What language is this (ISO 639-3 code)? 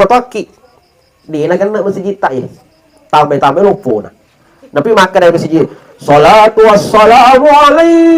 bug